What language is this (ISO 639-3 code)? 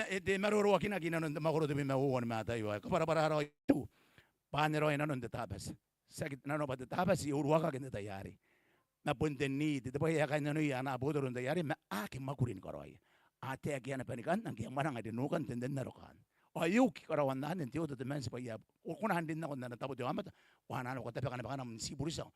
gil